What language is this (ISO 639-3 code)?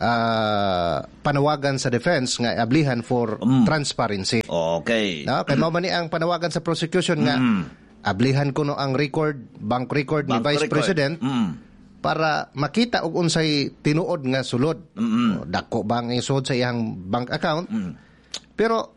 ceb